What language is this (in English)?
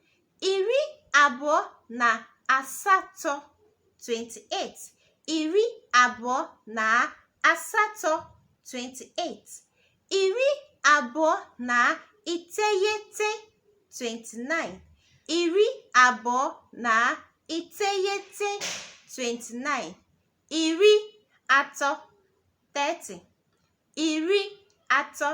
Igbo